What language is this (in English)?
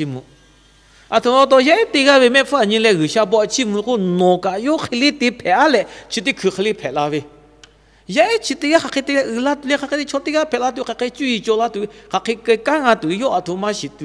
Lahu